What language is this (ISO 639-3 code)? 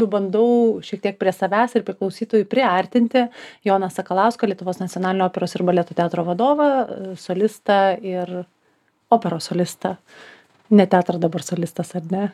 lit